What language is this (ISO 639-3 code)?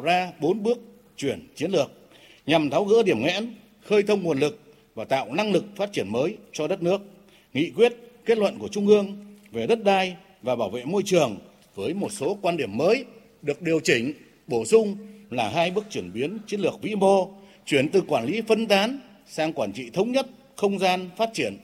vie